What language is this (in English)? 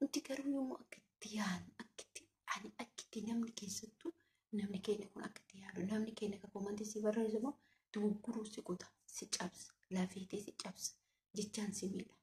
Oromo